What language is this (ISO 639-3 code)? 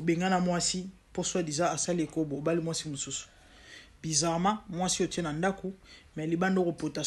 lin